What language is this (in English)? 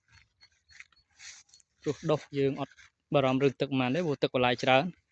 Khmer